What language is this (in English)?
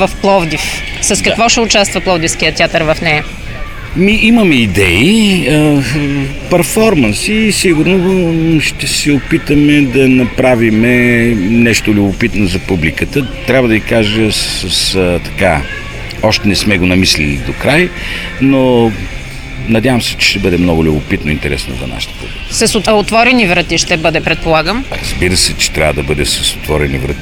Bulgarian